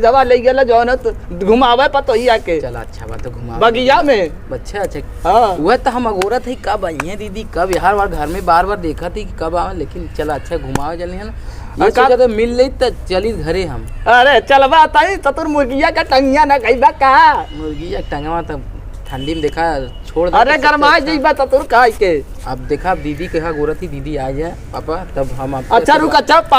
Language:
Awadhi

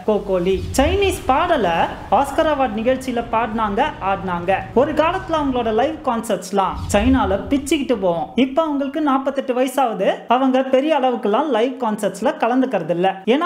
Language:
Tamil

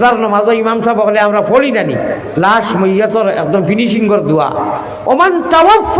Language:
Sylheti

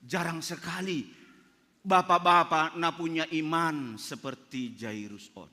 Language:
Batak Simalungun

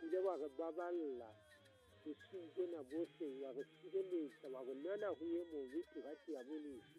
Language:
Southern Sotho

